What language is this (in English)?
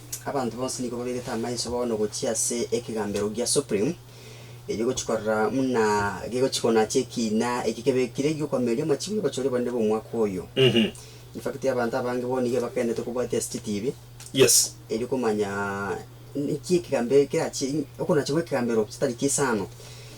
Gusii